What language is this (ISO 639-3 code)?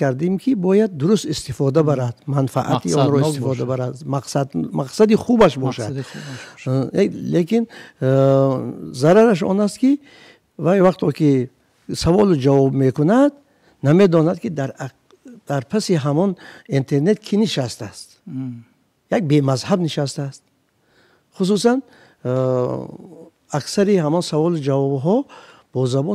tgk